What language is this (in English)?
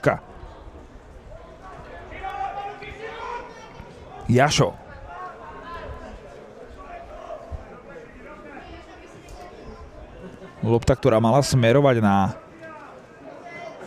Slovak